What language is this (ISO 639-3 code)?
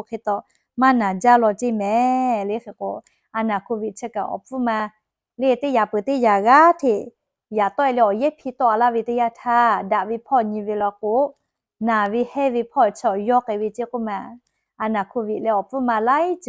lhu